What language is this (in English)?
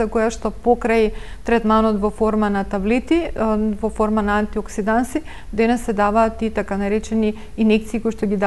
Macedonian